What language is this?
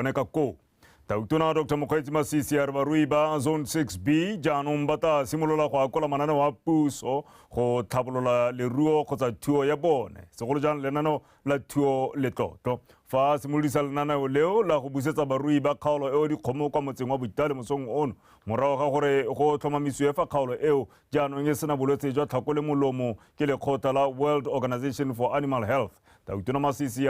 Tswana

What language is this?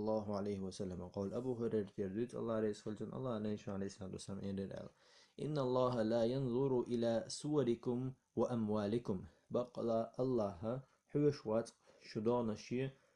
Chechen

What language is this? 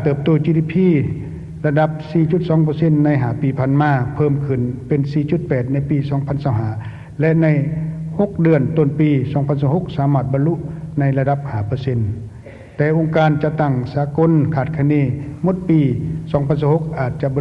Lao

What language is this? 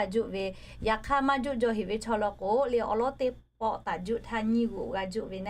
Lahu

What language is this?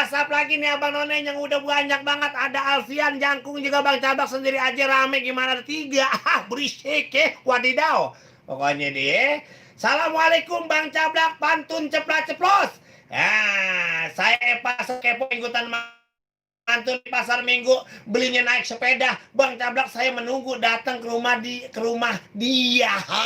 Betawi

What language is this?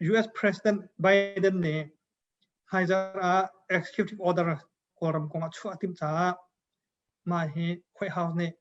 Hakha Chin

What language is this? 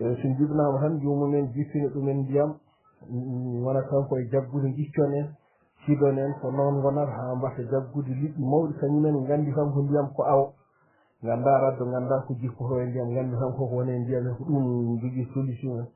Fula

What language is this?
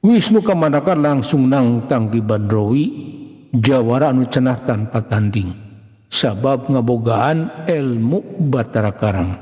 Sundanese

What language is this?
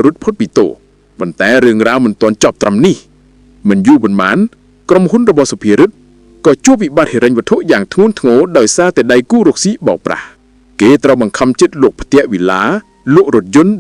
Khmer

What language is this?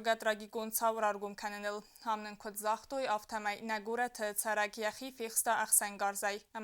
Ossetic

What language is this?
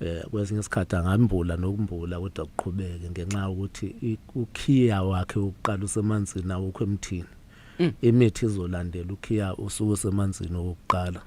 Zulu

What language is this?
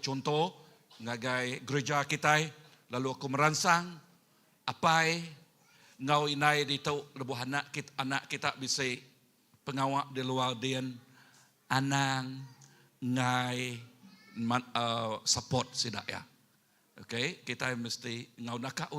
Iban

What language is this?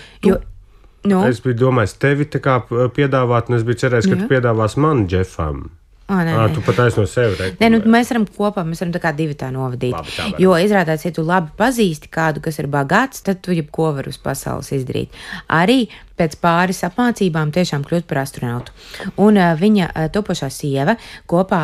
Latvian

